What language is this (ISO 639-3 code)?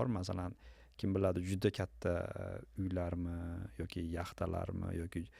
uzb